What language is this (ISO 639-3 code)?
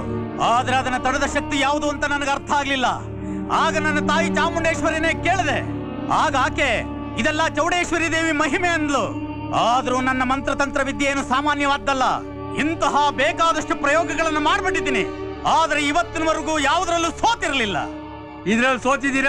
kan